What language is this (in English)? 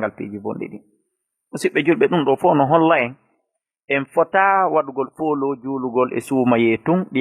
Fula